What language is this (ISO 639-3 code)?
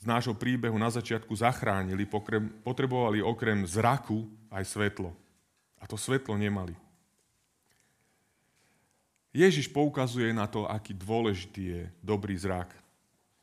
slk